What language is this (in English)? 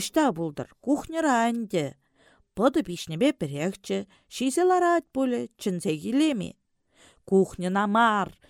Chuvash